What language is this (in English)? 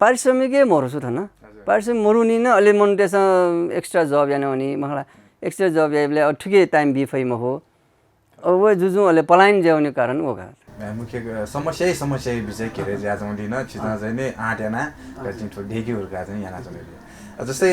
Newari